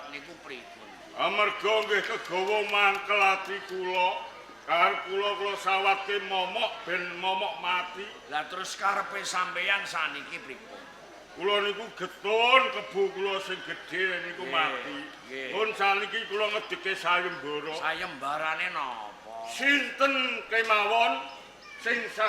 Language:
Javanese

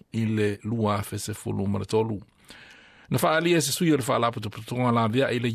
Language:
Samoan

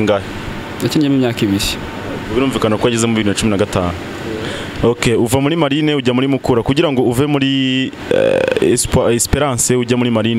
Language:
Kinyarwanda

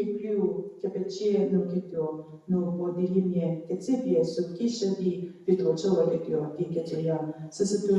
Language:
Angami Naga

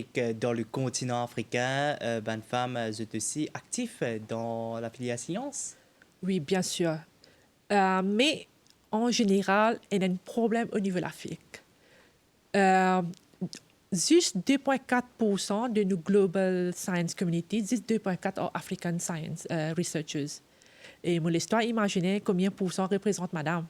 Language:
Morisyen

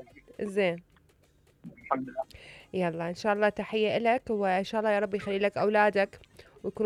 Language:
Mesopotamian Arabic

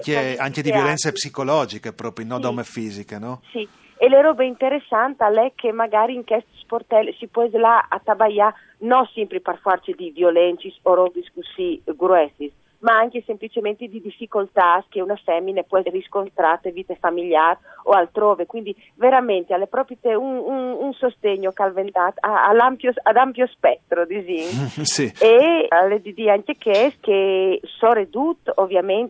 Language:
Friulian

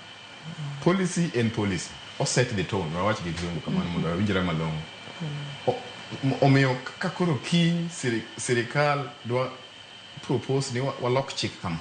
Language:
Luo (Kenya and Tanzania)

